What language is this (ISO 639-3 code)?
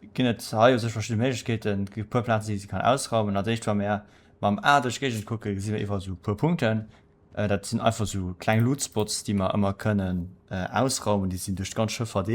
ltz